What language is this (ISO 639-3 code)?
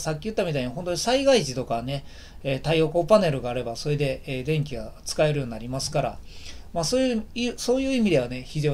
jpn